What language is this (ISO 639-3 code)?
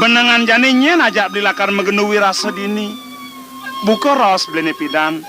ban